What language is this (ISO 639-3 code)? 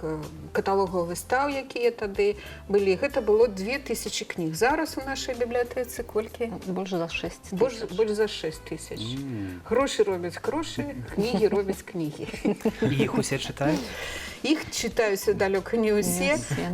bel